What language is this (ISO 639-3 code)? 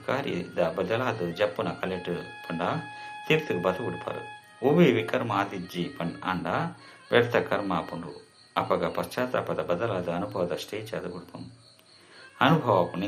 tcy